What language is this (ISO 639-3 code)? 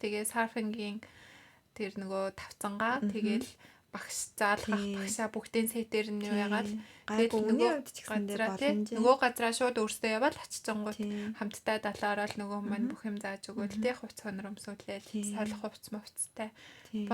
mon